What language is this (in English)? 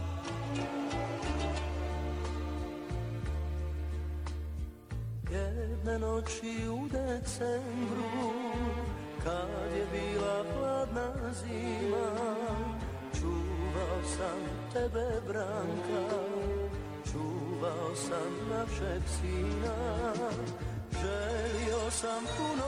Bosnian